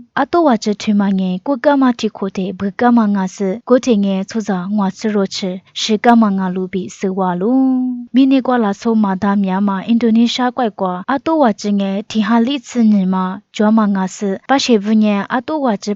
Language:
Lisu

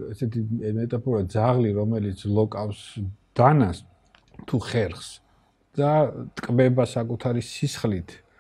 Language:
Georgian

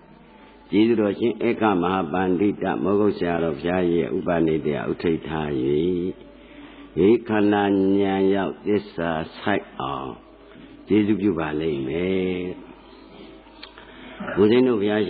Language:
Burmese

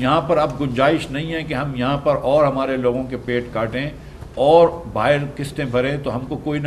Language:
Urdu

